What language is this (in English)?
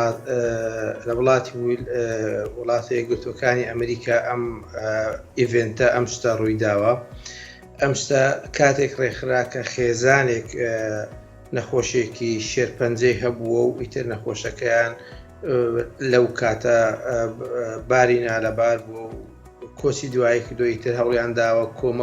Central Kurdish